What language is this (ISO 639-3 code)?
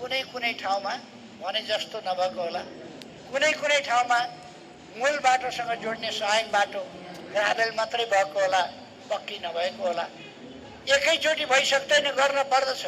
nep